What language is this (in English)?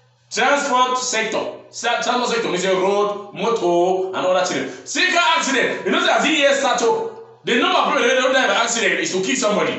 Cameroon Pidgin